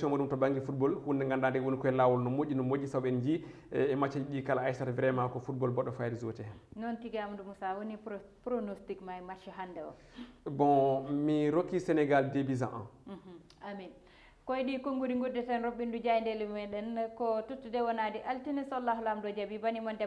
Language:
Fula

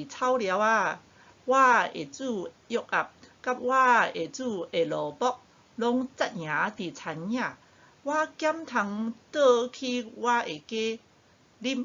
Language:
Min Nan Chinese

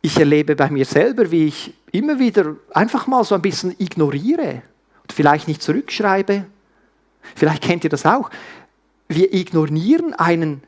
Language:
Swiss German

